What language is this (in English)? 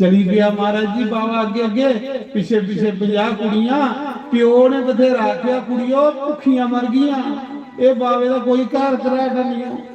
Dogri